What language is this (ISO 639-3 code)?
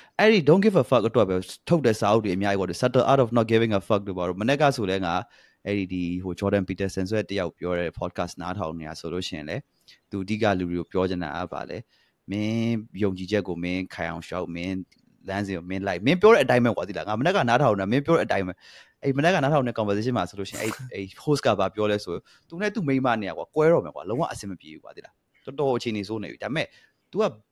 mya